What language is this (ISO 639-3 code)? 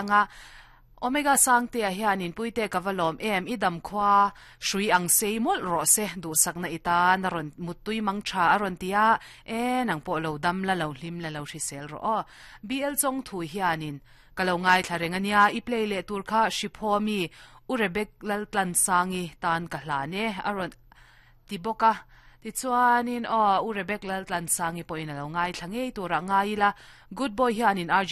lus